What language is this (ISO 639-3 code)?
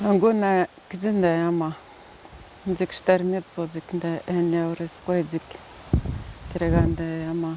atj